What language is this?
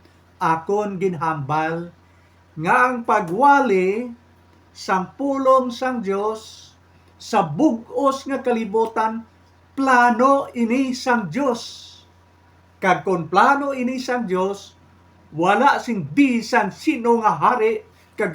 Hiligaynon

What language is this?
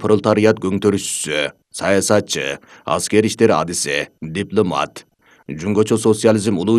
Kyrgyz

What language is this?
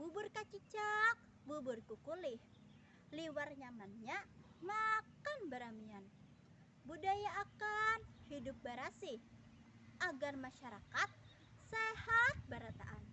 Banjar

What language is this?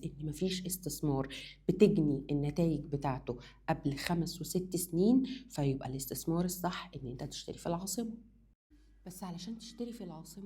Egyptian Arabic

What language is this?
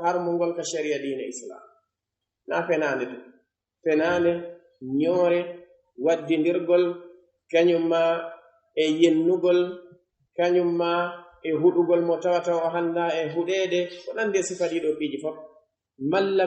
Pular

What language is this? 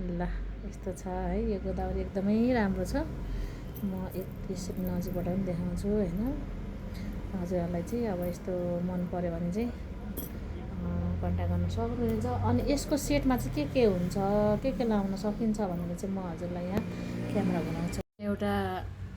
Nepali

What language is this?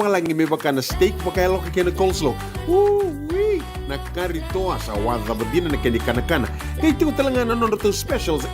Fijian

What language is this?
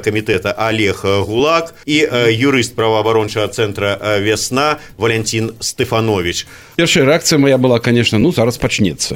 Belarusian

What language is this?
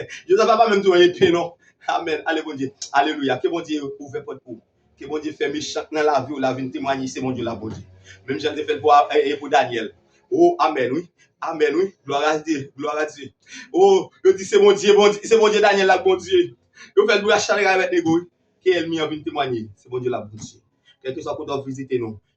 Haitian Creole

